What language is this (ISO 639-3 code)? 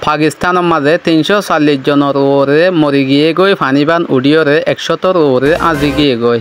rhg